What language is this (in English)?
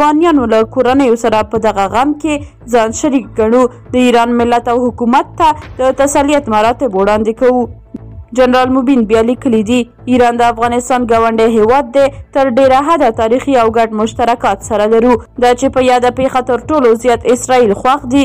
Pashto